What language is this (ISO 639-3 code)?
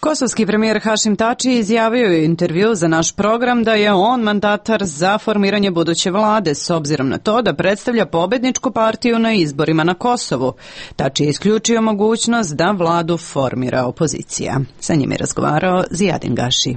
srp